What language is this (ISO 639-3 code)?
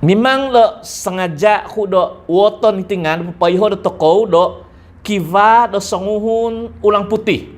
dtp